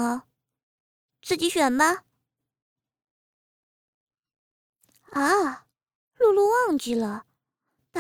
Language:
Chinese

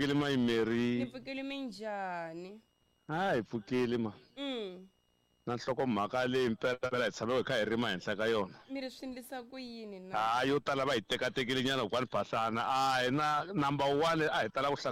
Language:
Tsonga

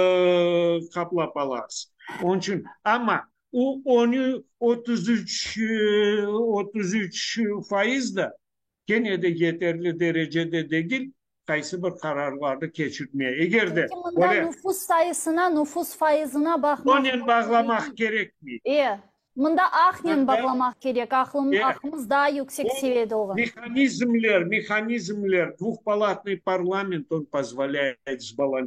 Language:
Crimean Tatar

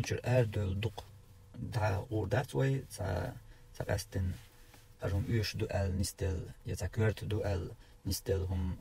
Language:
Chechen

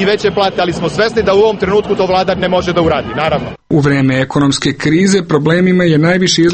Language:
Serbian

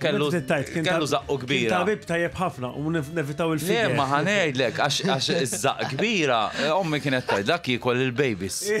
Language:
Maltese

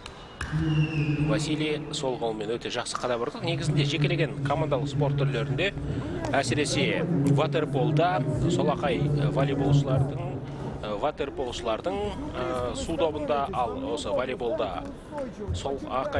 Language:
Kazakh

